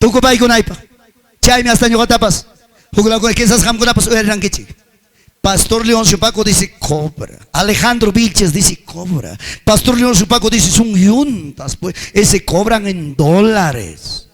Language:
Ayacucho Quechua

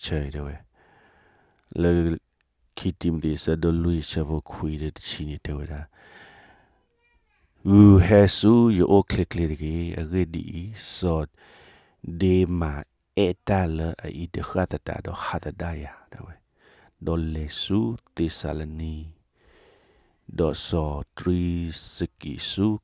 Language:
S'gaw Karen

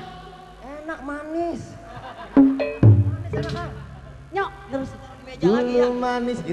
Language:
Betawi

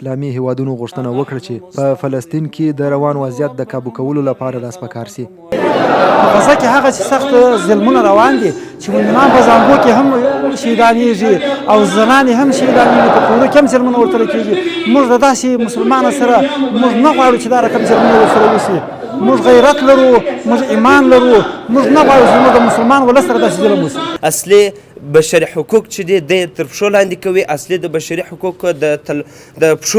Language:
Pashto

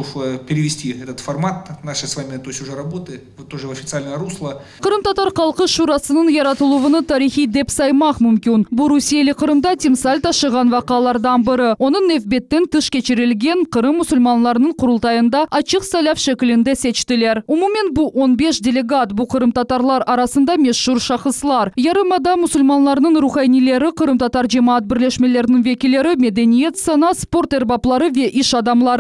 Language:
Crimean Tatar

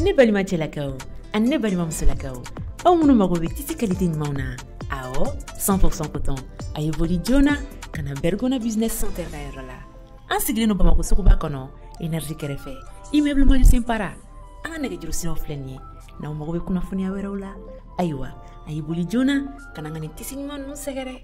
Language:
Bambara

